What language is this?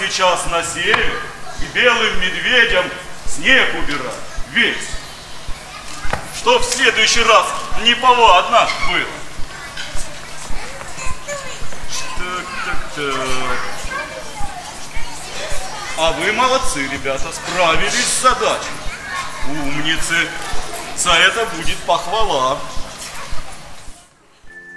Russian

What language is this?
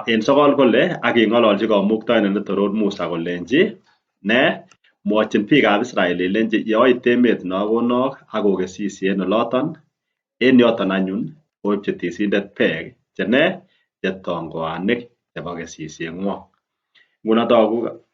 Kalenjin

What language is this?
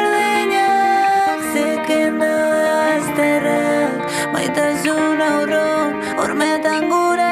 Basque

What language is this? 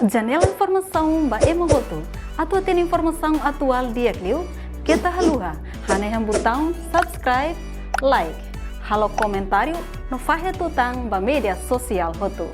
Tetum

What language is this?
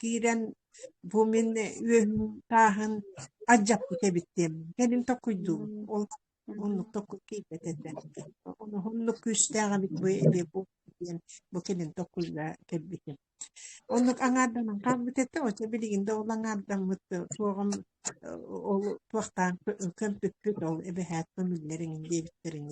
Yakut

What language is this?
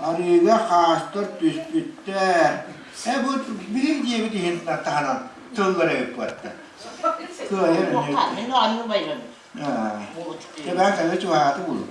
Yakut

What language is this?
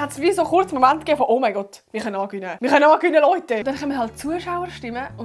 Swiss German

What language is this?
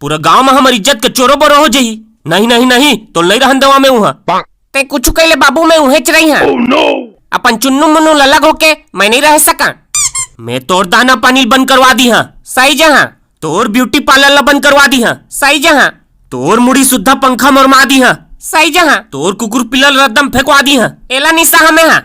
Chhattisgarhi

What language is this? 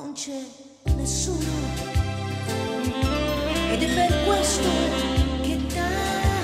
Italian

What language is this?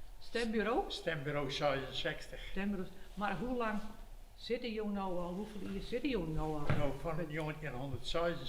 Western Frisian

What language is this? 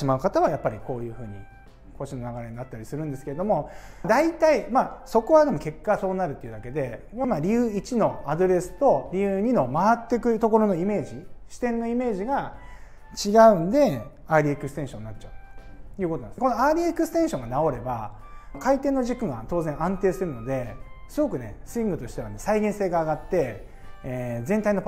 Japanese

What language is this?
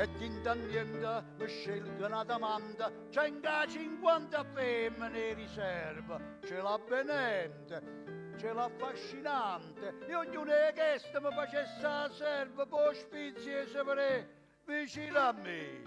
Neapolitan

